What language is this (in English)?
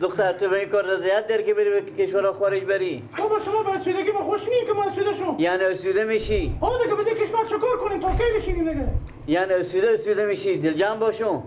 Persian